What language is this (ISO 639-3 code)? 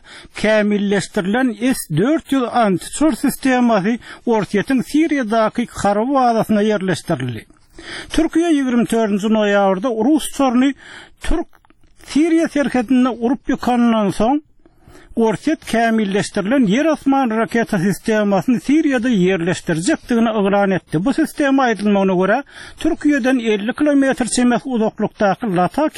tuk